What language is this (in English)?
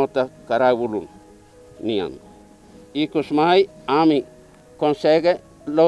Tetum